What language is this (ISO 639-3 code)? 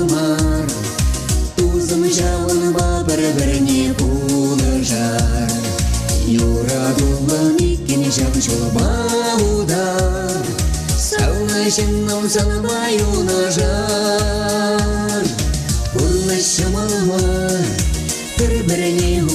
chv